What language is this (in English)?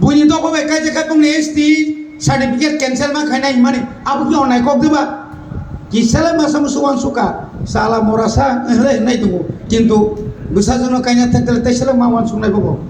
Kok Borok